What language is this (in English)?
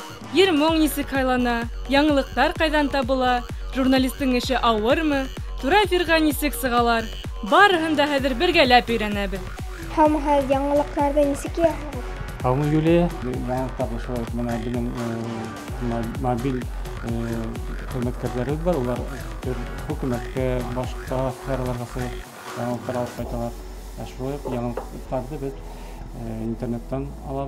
Bashkir